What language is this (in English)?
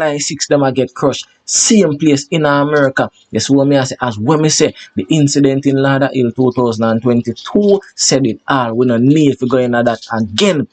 Jamaican Creole English